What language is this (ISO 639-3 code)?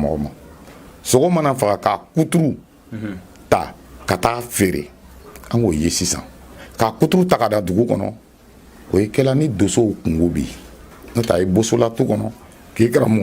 bam